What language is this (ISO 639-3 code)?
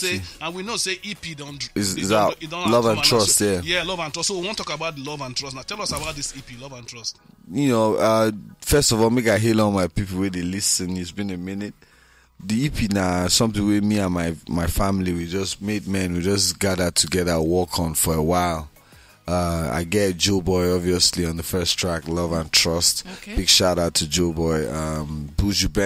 pcm